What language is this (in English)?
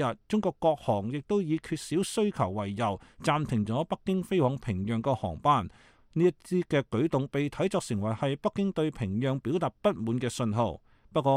Cantonese